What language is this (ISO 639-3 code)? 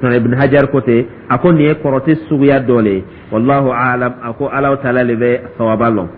dyu